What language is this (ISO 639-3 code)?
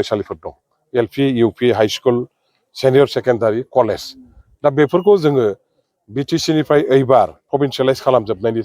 brx